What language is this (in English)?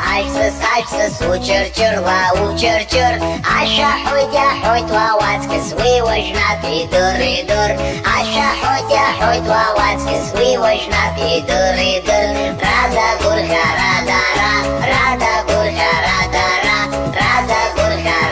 Abkhazian